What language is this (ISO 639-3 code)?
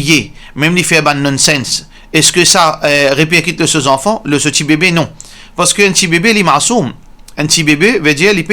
mfe